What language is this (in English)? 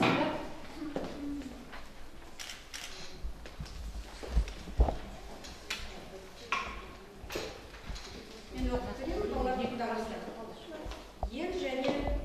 Kazakh